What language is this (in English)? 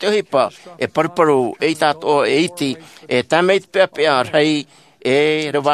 Tahitian